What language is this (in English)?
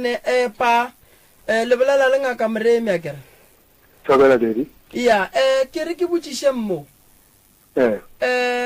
Northern Sotho